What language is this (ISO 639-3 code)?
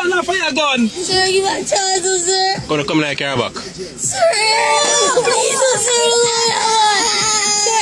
jam